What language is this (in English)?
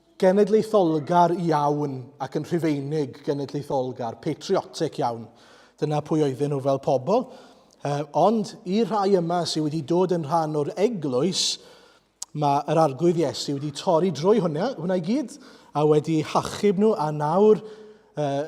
Welsh